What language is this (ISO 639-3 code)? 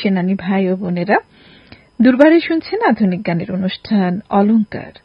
ben